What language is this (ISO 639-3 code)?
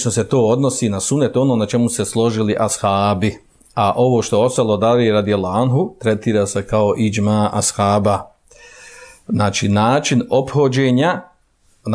bos